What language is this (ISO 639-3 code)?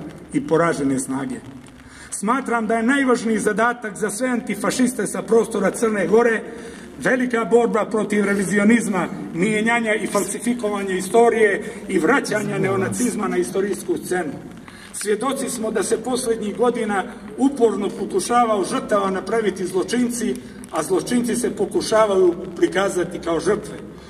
srp